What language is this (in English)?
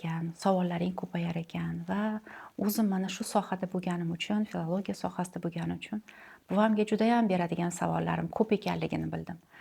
Uzbek